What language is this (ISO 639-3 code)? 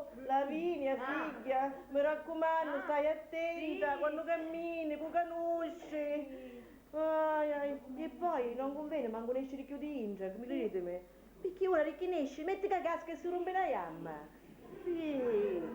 scn